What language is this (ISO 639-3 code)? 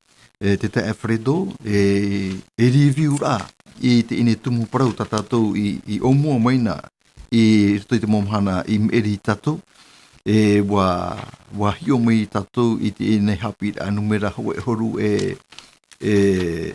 tah